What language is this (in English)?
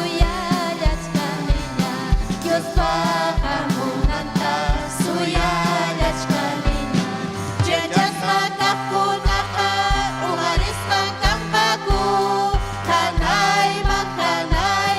Ayacucho Quechua